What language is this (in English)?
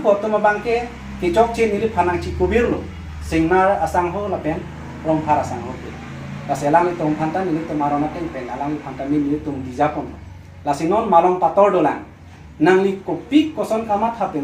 Karbi